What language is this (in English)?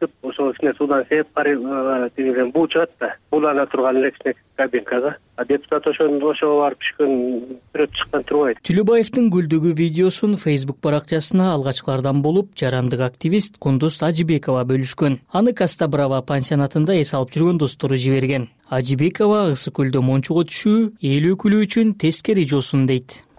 Kyrgyz